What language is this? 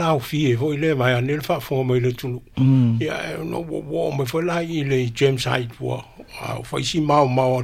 Samoan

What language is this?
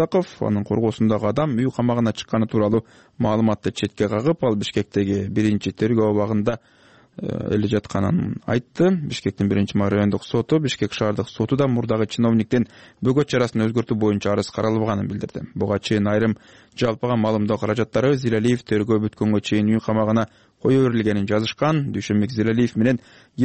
Kyrgyz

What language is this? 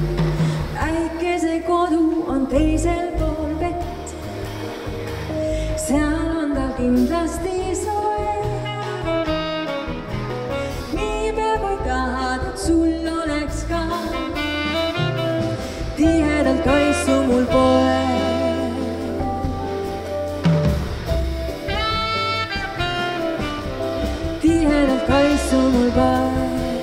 Estonian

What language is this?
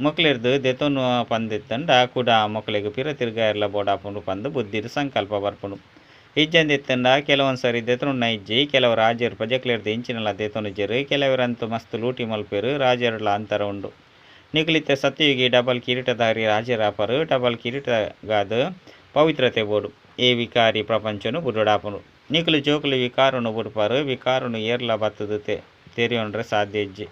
Tulu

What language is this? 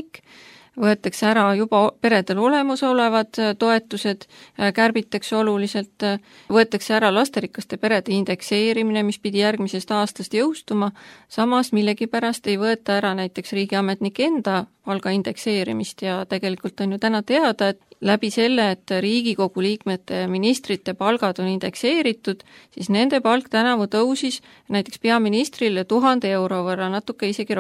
Estonian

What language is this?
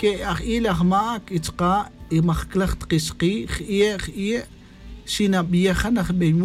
Tz'utujil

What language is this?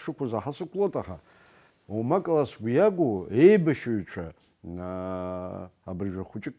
Abkhazian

